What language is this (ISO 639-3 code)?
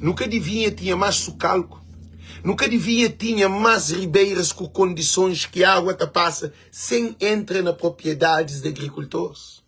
kea